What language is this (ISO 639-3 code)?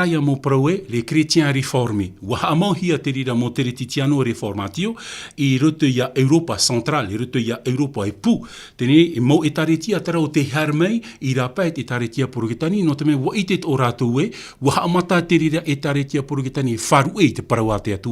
tah